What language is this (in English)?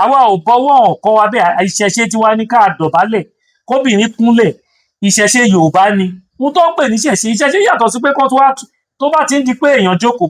Yoruba